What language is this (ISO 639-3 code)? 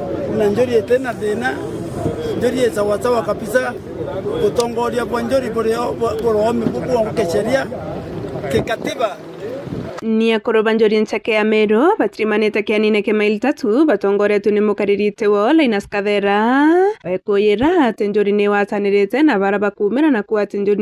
mer